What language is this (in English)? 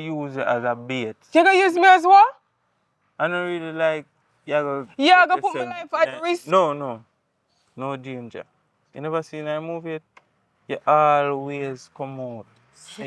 Jamaican Creole English